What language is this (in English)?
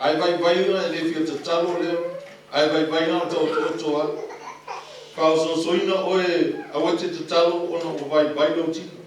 Samoan